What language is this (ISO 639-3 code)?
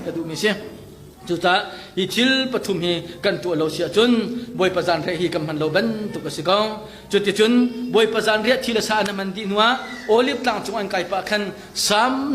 cnh